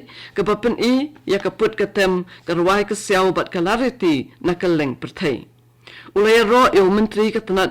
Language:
Khasi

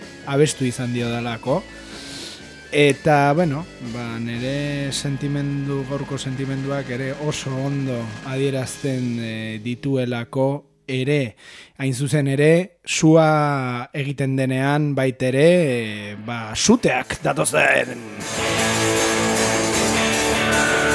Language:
Basque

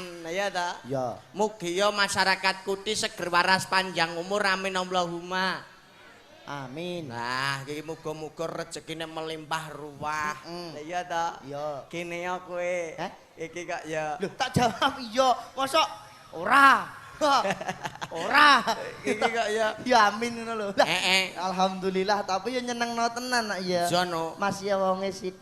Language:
Javanese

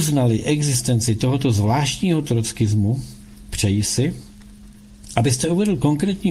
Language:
Czech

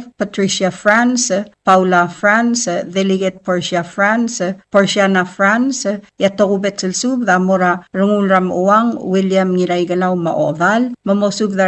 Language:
Palauan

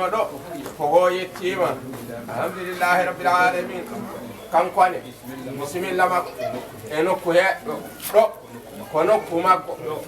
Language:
Fula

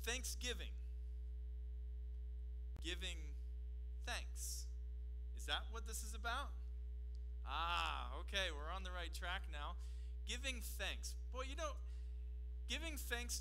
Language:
English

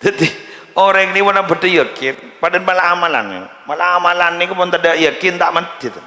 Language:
Madurese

